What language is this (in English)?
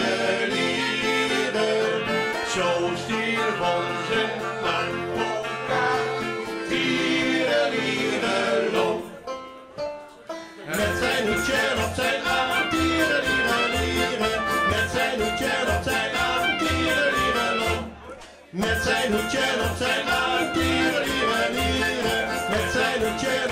Dutch